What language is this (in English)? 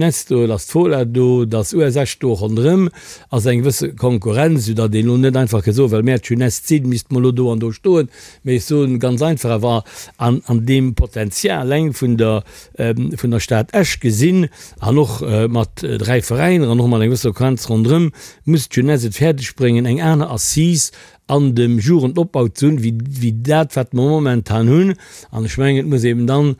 Luxembourgish